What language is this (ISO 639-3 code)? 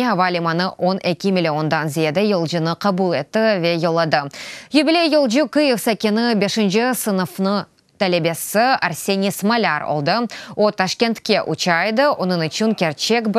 crh